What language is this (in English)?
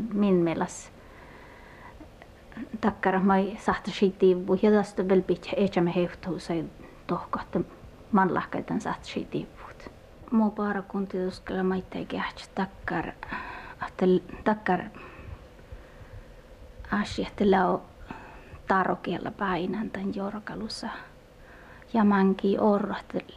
Finnish